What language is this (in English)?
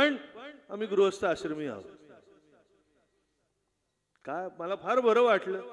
Marathi